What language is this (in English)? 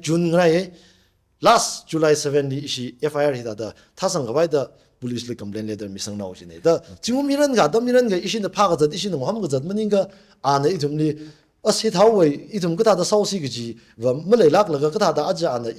Tangkhul Naga (India)